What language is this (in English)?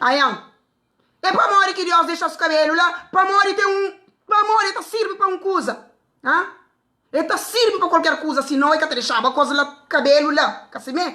Kabuverdianu